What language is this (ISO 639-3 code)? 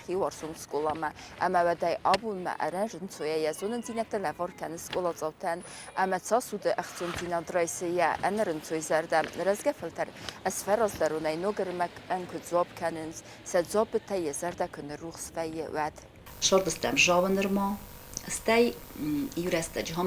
oss